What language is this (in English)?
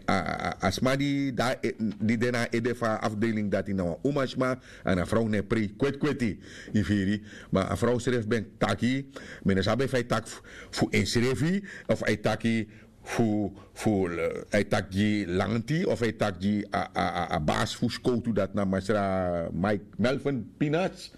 Sranan Tongo